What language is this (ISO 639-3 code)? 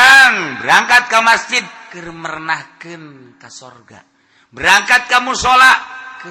sun